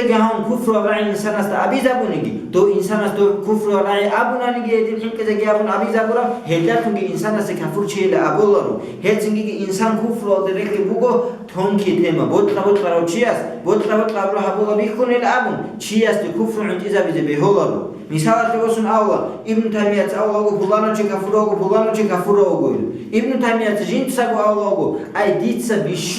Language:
Avaric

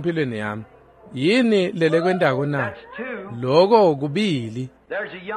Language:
Swati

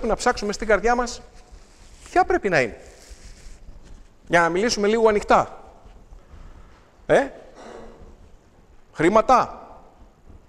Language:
Greek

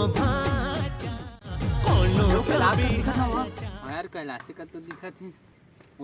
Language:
Chhattisgarhi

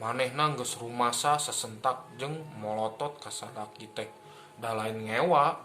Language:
Sundanese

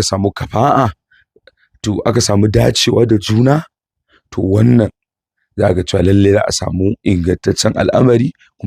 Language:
Hausa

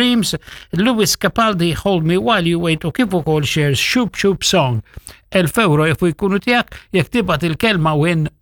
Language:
Maltese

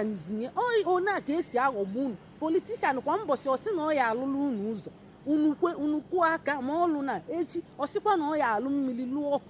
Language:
Igbo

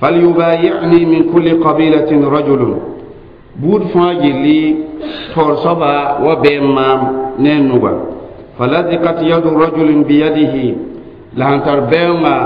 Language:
Mossi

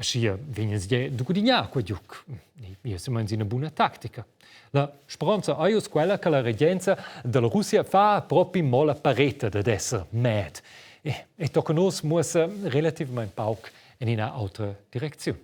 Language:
Romansh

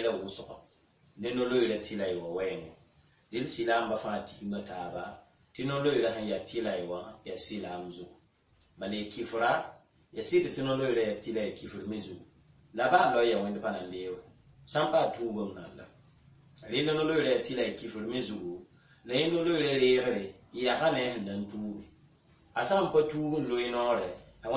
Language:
Mossi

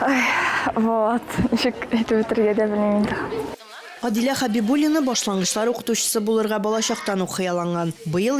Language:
Tatar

